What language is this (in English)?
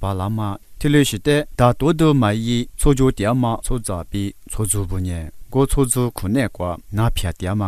Lisu